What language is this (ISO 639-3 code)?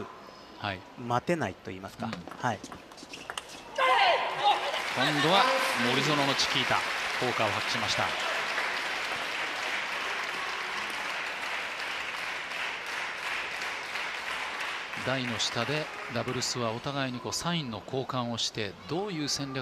jpn